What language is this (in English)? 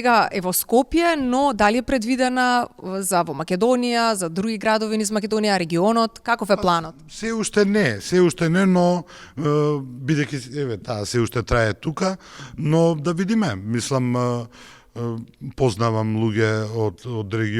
Macedonian